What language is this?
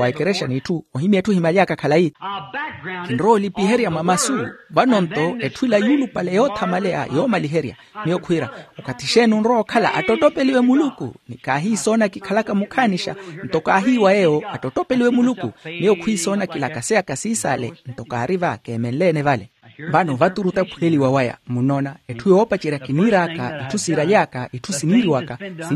Makhuwa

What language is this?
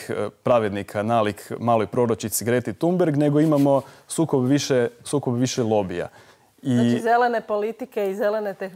Croatian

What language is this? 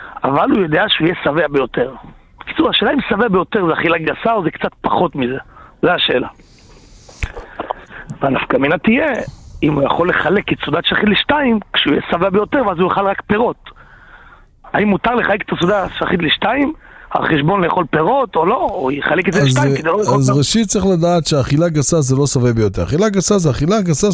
Hebrew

